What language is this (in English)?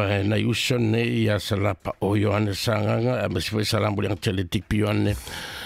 Samoan